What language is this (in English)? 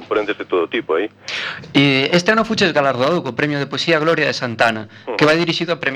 Galician